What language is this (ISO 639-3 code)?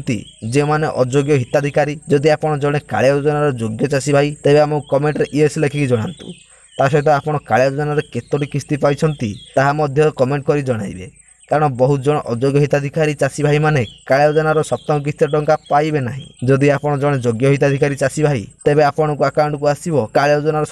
ori